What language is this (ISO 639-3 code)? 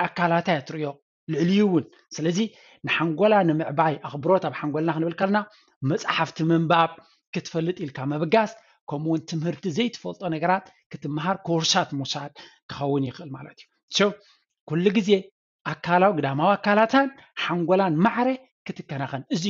tir